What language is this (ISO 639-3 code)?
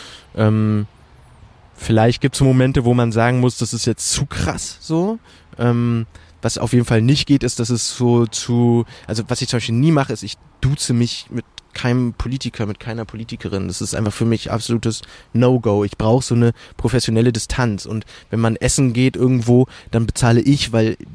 deu